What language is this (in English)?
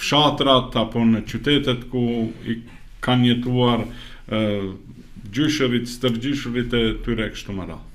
Albanian